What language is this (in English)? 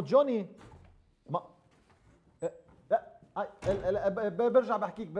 North Levantine Arabic